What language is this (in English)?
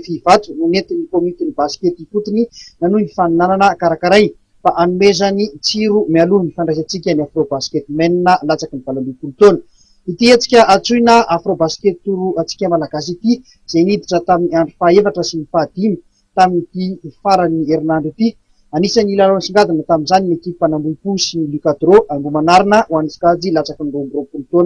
Malagasy